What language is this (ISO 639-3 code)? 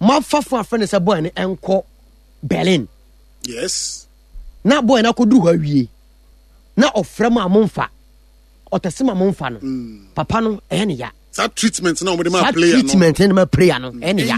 aka